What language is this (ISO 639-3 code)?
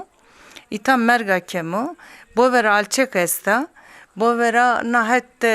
zza